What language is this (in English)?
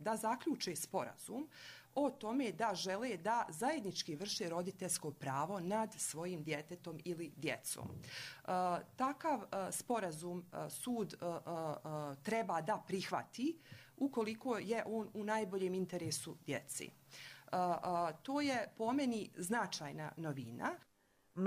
Croatian